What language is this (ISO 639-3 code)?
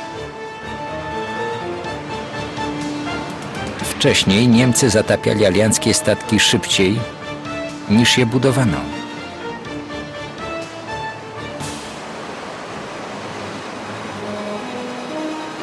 pol